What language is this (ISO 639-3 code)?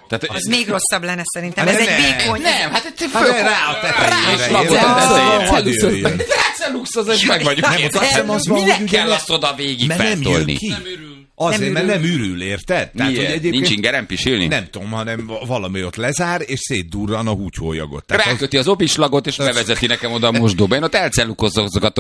hun